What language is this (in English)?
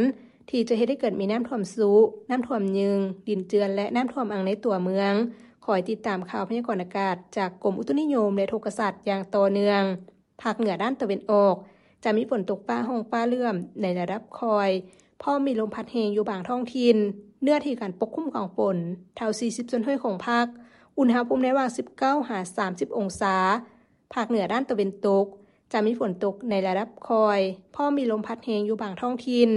Lao